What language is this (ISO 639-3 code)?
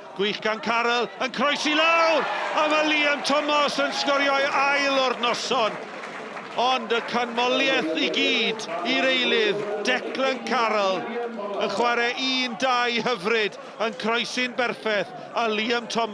cym